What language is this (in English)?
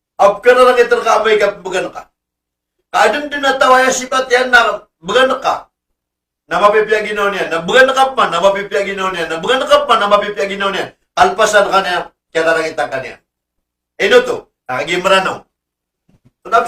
Maranao